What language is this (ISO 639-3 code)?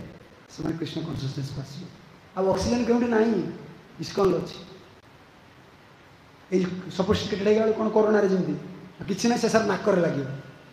ori